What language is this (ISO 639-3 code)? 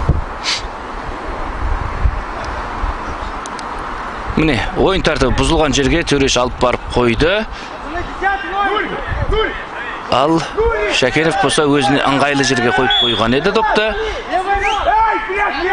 kaz